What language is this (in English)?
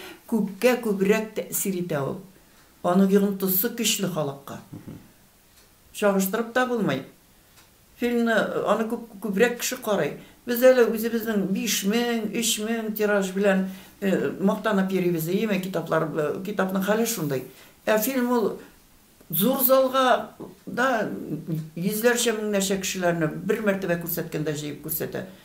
Tatar